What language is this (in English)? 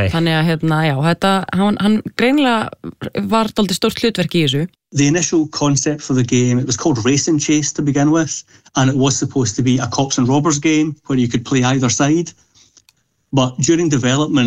Icelandic